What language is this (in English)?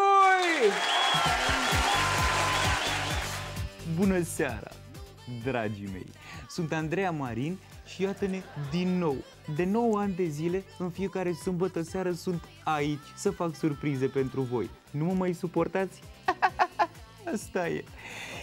Romanian